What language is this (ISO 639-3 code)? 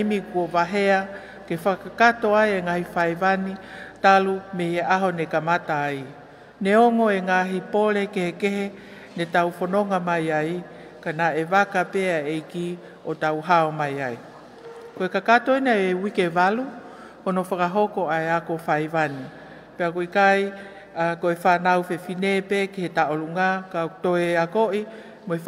ton